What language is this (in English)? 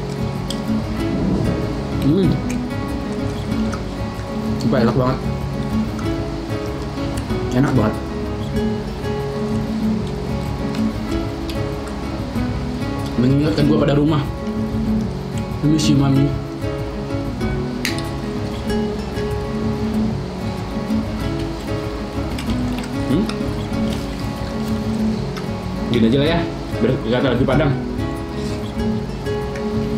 Indonesian